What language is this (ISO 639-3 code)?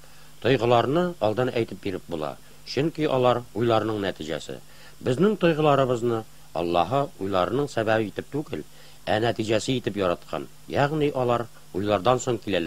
tat